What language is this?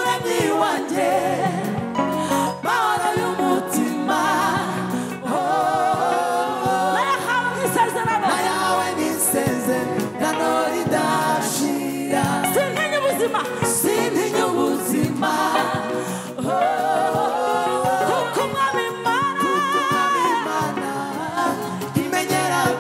Kinyarwanda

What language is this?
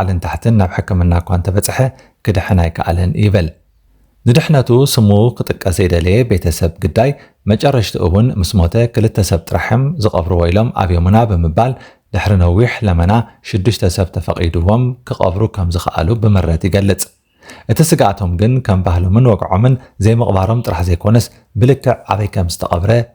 Tigrinya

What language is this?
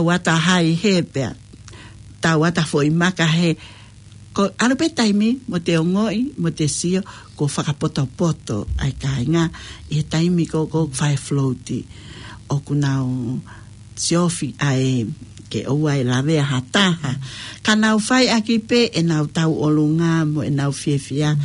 Tongan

